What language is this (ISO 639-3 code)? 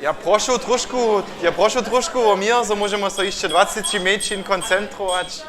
hsb